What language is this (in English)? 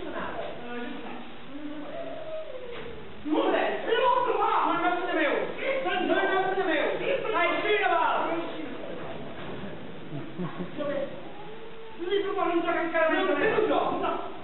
Catalan